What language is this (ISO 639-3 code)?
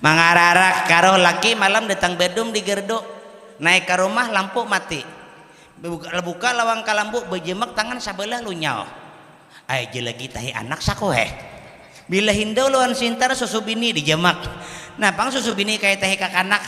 bjn